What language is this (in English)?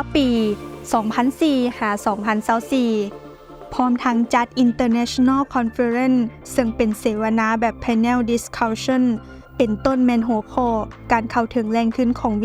Lao